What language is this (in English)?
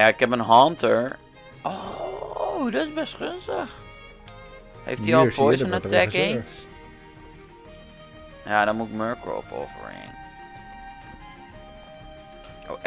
Dutch